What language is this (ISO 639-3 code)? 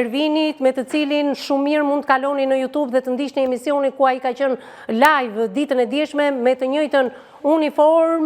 sqi